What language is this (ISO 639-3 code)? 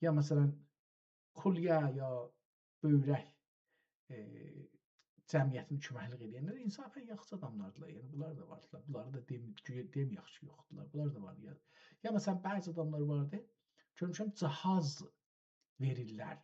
azb